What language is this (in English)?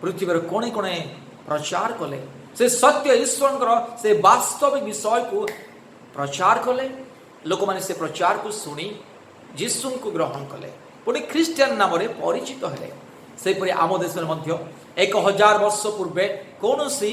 Odia